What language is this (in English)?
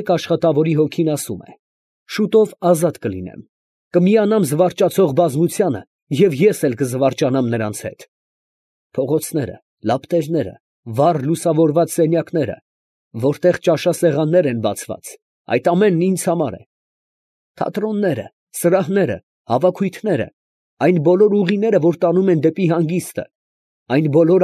Armenian